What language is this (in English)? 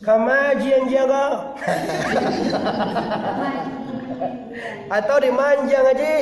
Minangkabau